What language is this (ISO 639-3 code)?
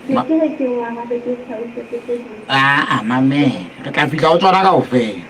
sot